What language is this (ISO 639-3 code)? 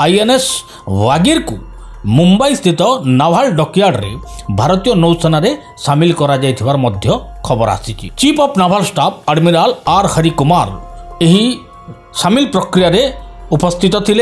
ori